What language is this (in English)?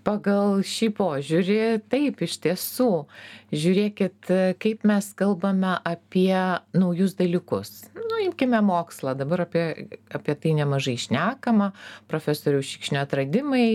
Lithuanian